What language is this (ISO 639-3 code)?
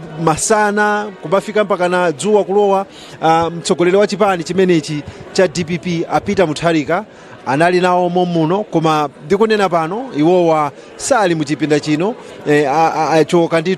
nya